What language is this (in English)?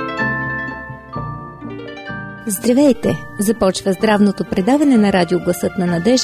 Bulgarian